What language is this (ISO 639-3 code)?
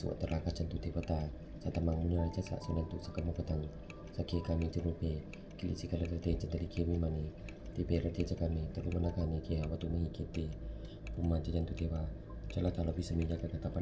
pli